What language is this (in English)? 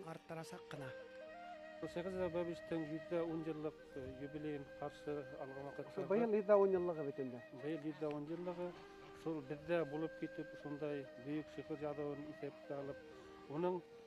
Bashkir